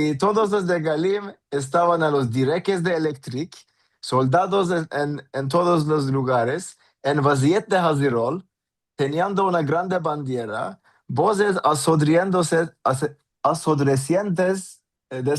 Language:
Ladino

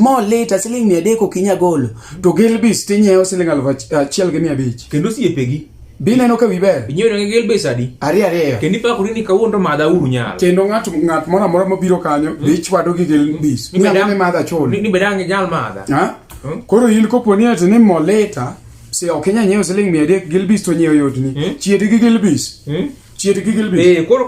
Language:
Luo (Kenya and Tanzania)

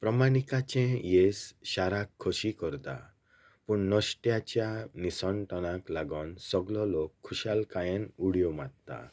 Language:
Konkani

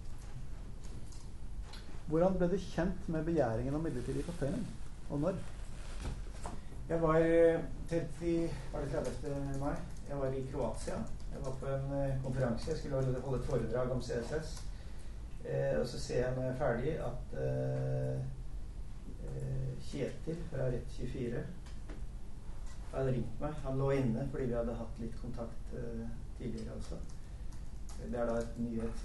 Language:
Norwegian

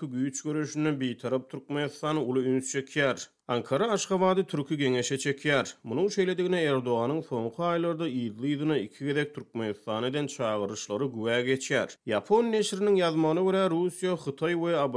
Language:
Turkmen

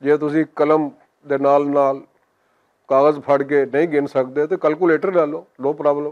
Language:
Western Panjabi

